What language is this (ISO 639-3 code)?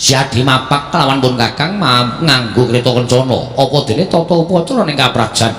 jav